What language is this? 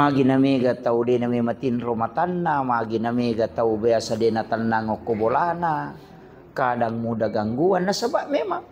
Buginese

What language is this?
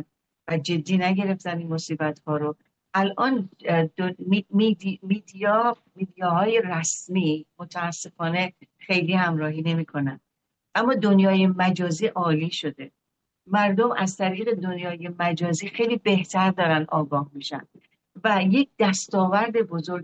Persian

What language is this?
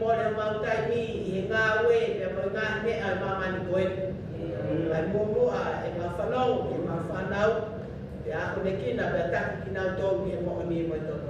Tongan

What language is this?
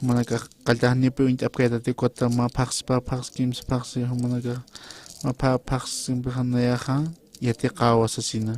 Aymara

